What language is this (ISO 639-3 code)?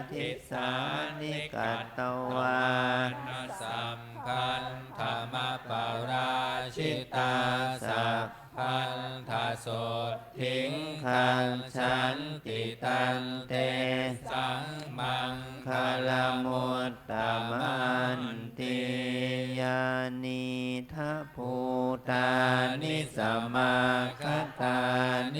pli